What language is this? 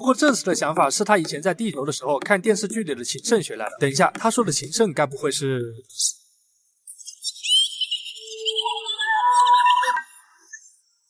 Chinese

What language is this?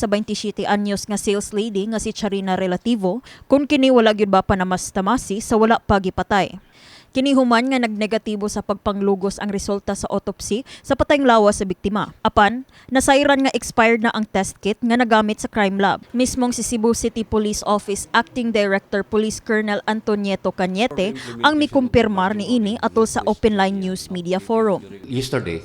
Cebuano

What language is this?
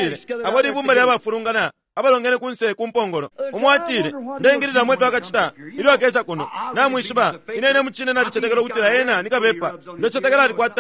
Bemba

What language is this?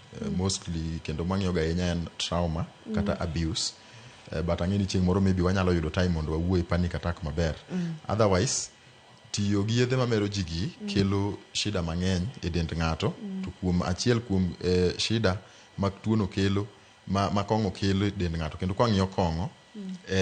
Luo (Kenya and Tanzania)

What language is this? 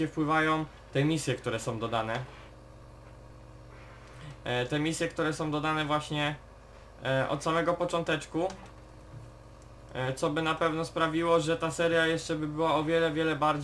Polish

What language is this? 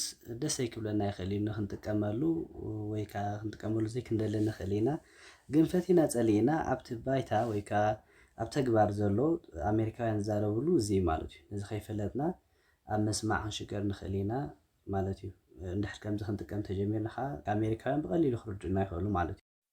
Tigrinya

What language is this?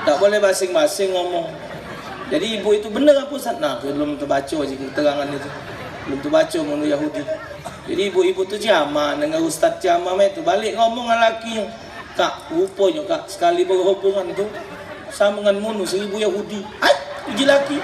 Musi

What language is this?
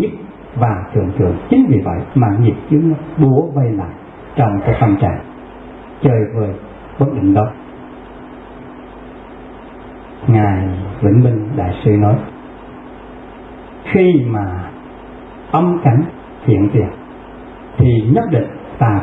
Vietnamese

